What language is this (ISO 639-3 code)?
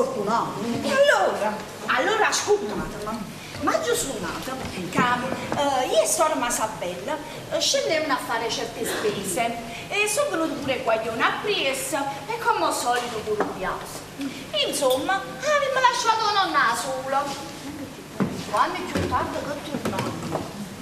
nap